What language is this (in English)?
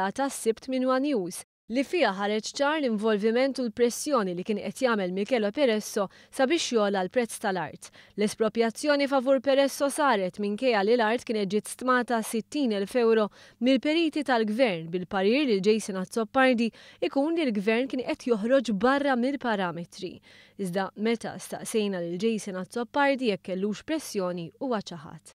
Maltese